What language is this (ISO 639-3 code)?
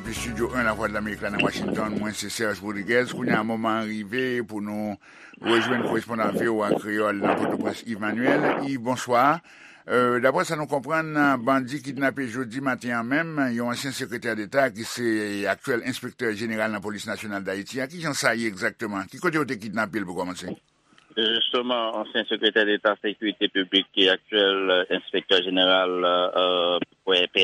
hat